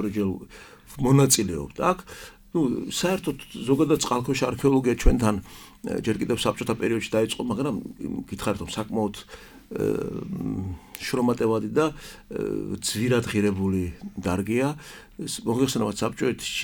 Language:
Georgian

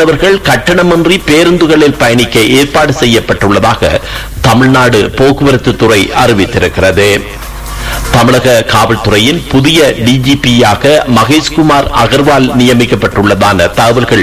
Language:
Tamil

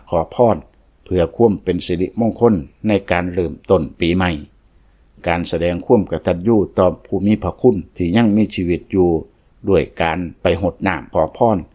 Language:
Lao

